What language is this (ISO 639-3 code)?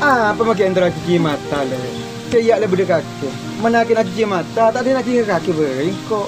mad